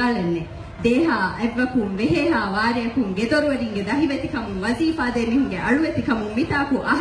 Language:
Divehi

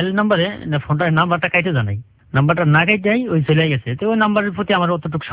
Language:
Bangla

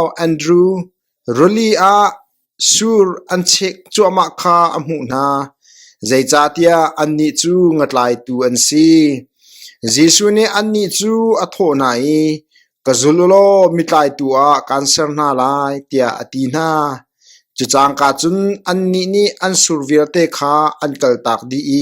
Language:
Hakha Chin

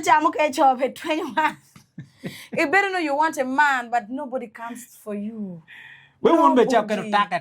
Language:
Acoli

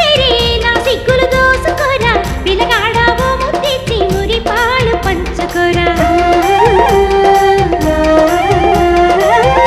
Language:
Telugu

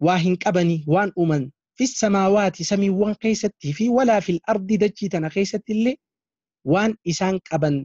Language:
Oromo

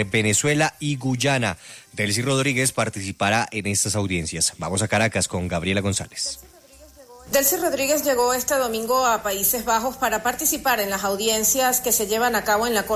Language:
Spanish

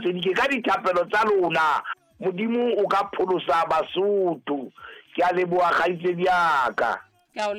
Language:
Southern Sotho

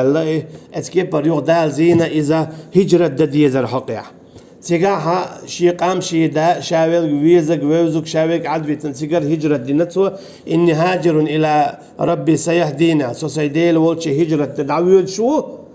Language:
Chechen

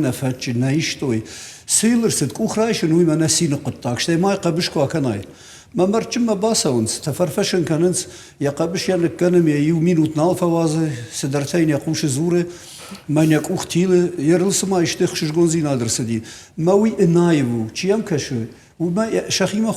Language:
Ossetic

